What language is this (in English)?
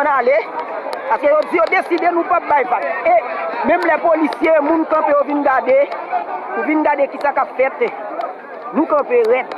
Haitian Creole